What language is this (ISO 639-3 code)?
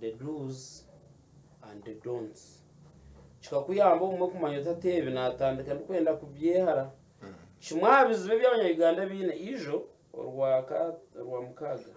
nyn